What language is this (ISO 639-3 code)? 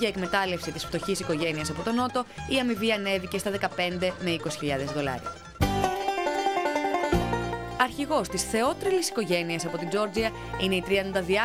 ell